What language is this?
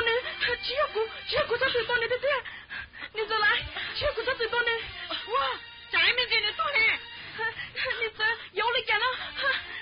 Hmong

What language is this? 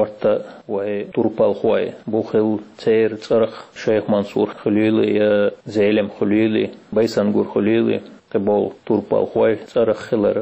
Chechen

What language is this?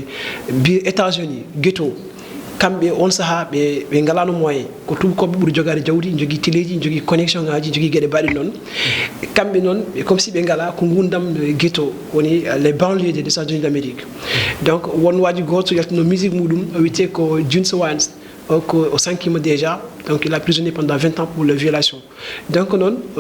Fula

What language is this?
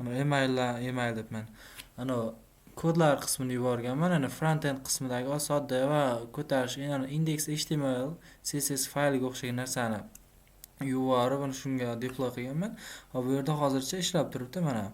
Uzbek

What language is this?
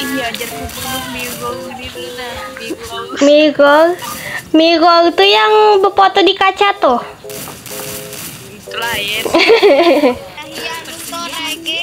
Banjar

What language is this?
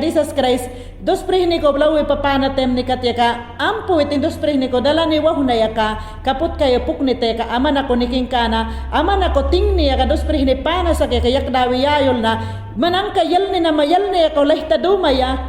Mayangna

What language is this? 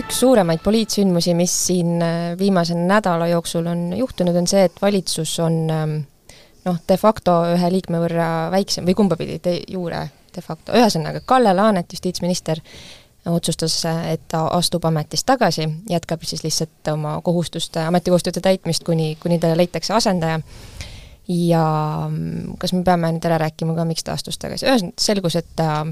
Estonian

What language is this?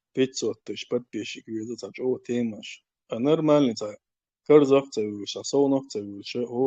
Chechen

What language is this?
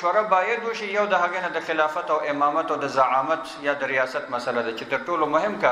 Pashto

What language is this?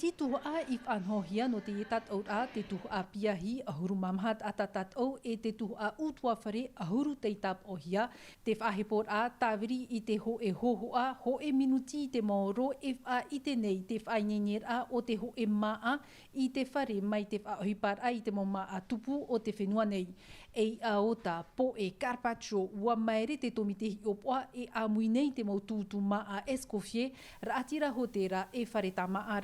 Tahitian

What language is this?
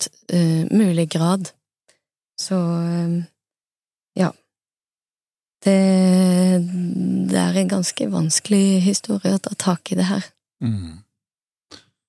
Norwegian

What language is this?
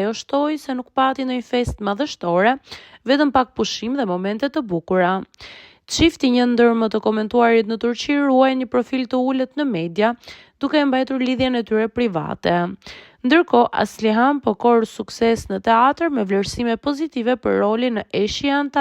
Albanian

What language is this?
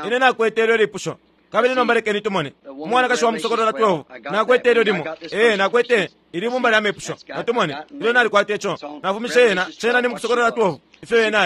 Bemba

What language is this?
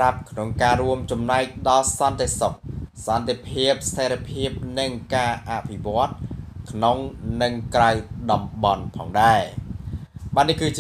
Khmer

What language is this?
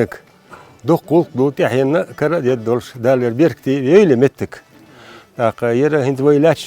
Chechen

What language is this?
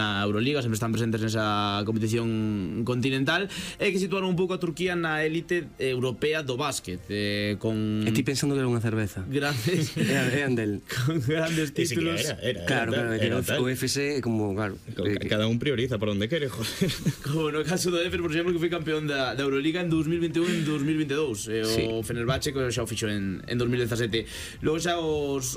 Galician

